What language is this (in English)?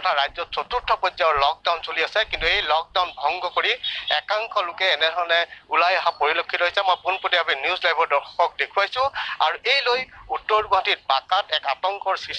Assamese